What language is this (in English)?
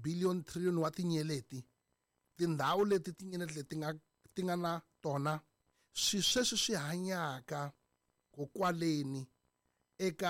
Tsonga